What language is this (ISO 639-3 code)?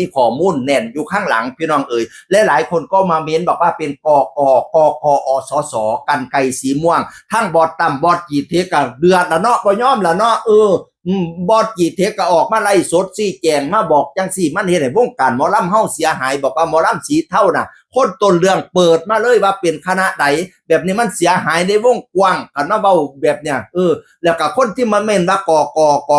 tts